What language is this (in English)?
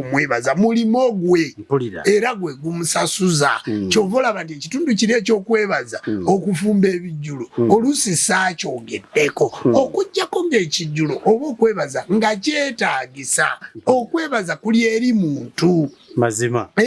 Ganda